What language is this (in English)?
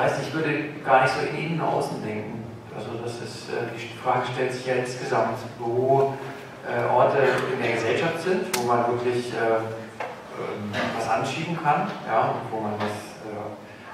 German